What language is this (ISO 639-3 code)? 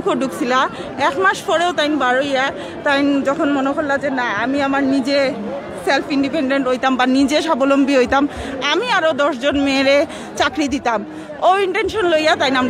syl